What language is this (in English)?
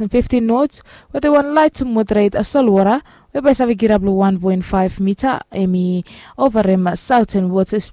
Bislama